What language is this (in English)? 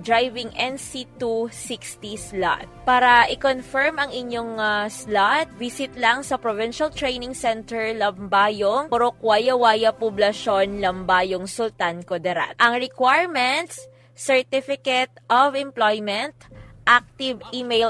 Hiligaynon